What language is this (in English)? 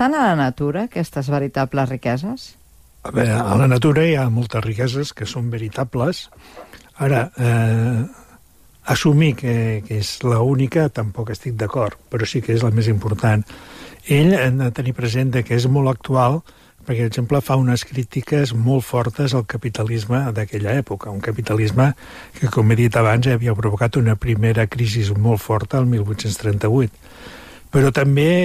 Catalan